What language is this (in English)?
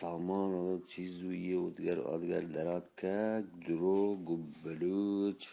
Eastern Balochi